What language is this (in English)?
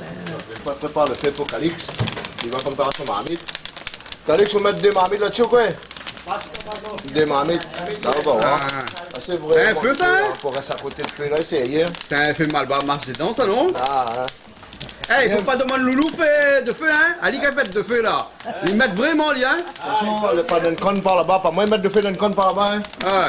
Réunion Creole French